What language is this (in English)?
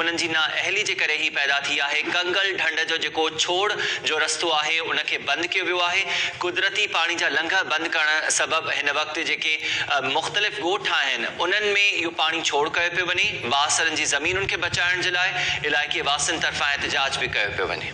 Sindhi